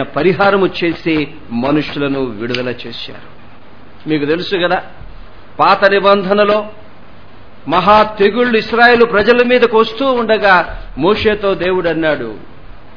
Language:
Telugu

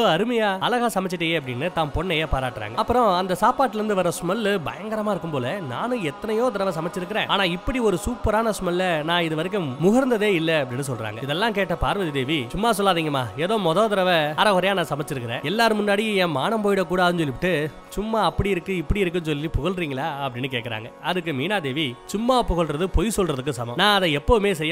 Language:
Tamil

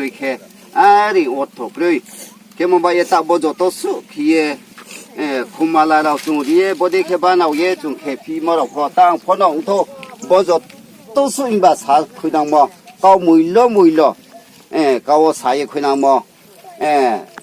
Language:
Riang (India)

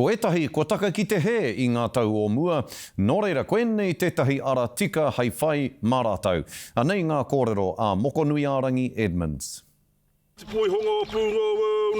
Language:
Māori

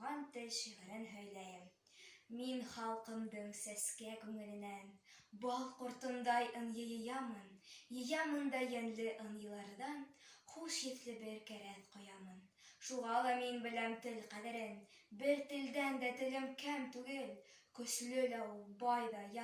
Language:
Bashkir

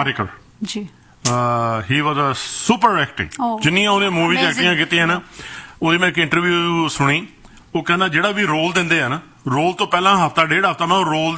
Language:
Punjabi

